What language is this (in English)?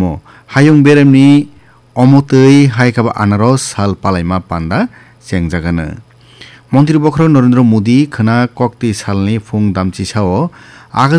Kok Borok